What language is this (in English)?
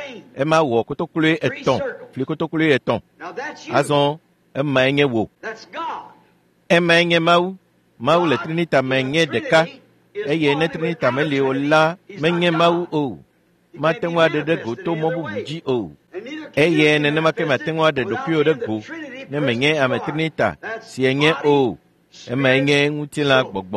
Ewe